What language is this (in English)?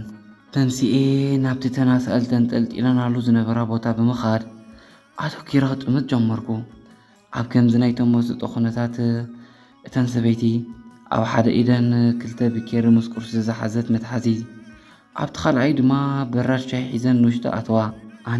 Tigrinya